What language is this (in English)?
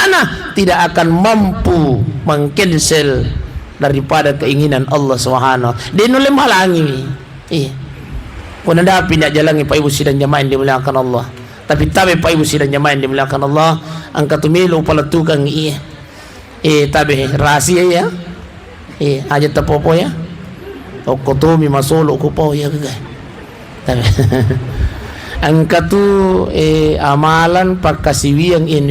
Buginese